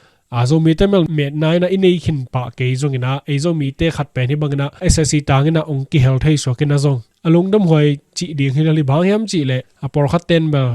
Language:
Tedim Chin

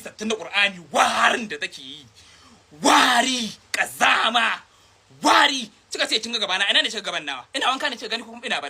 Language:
Hausa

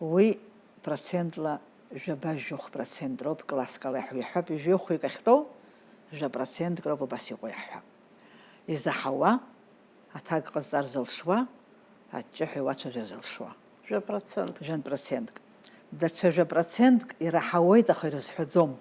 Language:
Abkhazian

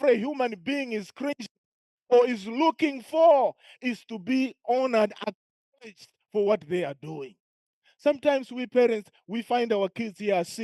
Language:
English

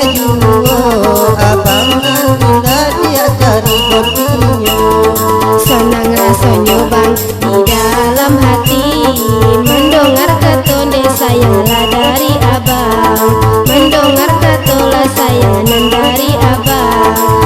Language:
Minangkabau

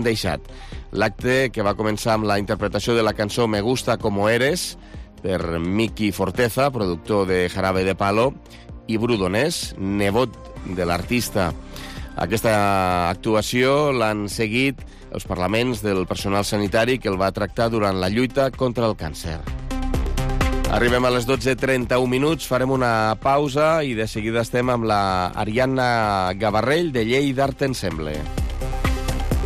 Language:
Catalan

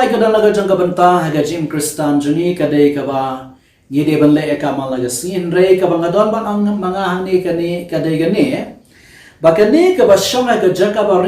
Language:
Khasi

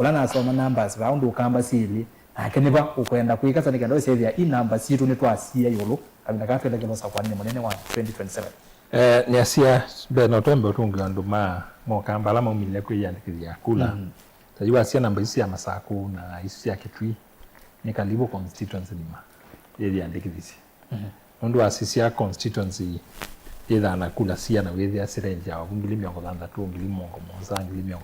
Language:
Kamba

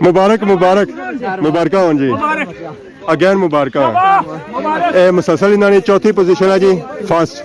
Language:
Pahari-Potwari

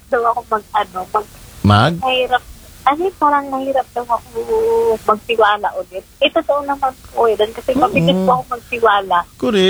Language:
Filipino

